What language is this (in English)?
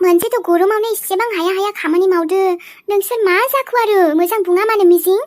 Bodo